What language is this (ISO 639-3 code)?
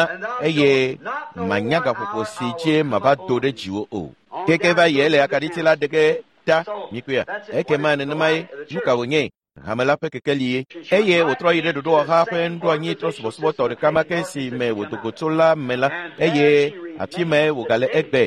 ewe